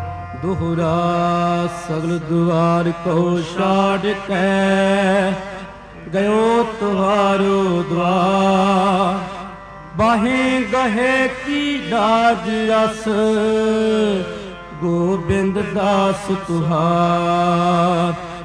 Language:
Punjabi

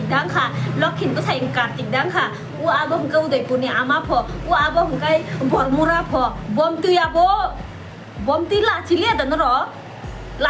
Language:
Kok Borok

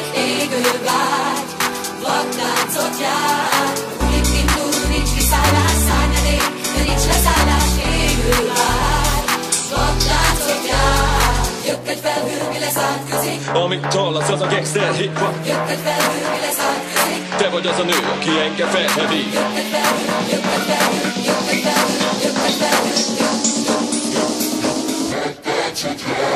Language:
Hungarian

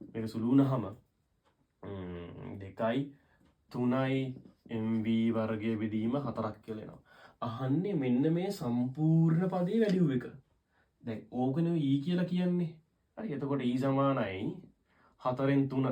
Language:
Sinhala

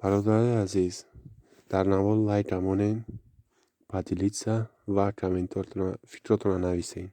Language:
Tajik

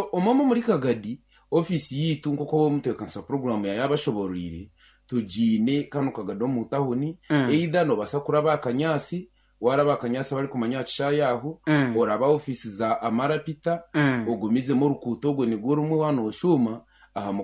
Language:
Nyankole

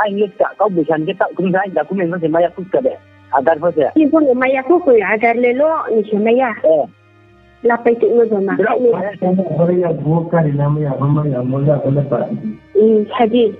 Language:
Riang (India)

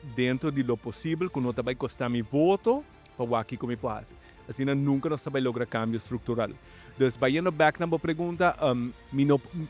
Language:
Papiamento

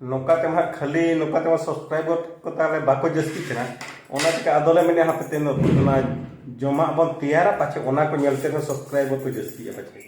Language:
Santali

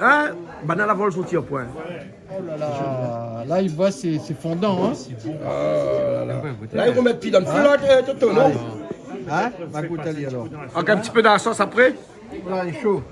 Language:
Réunion Creole French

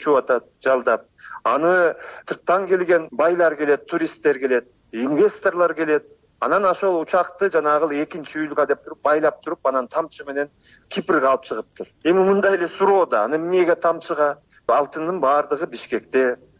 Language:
Kyrgyz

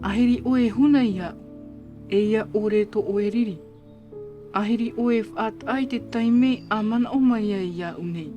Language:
Tahitian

